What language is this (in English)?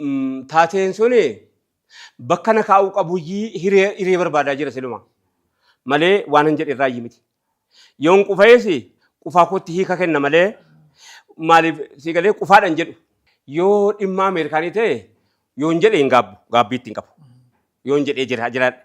Oromo